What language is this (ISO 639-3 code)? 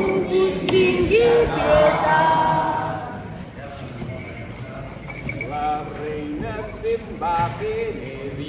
cat